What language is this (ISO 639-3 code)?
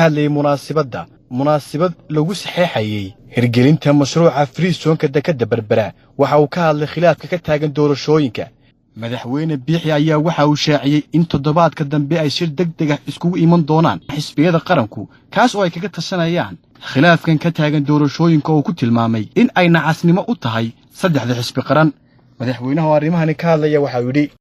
som